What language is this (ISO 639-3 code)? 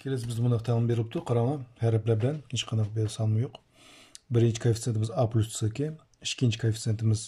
uig